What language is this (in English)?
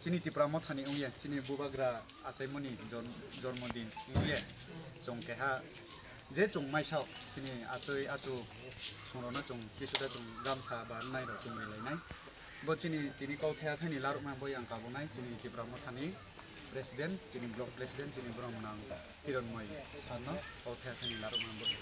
Kok Borok